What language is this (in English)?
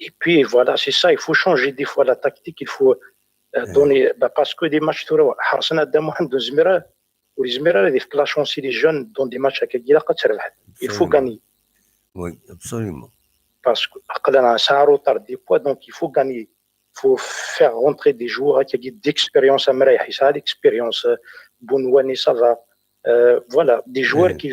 Kabyle